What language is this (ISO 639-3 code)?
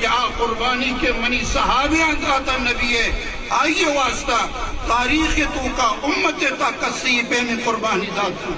bgp